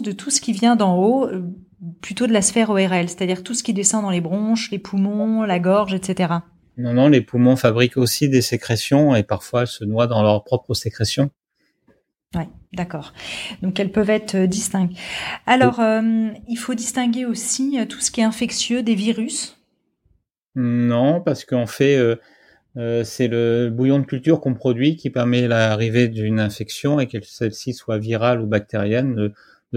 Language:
French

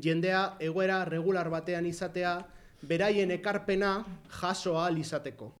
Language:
Basque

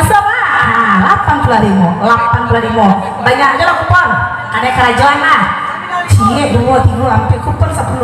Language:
Minangkabau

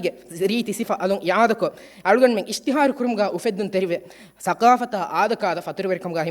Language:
Divehi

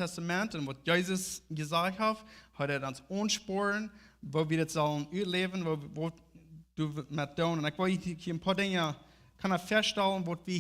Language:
Plautdietsch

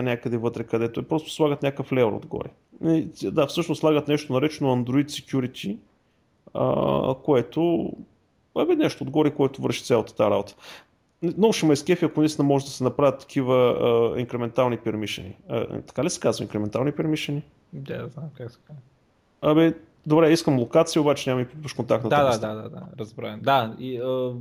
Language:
Bulgarian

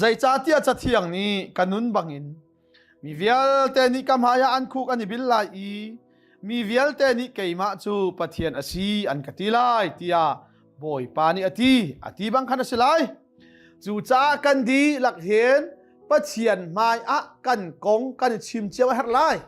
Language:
Hakha Chin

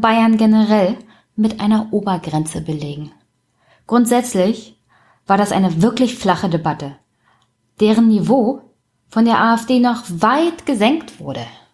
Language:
German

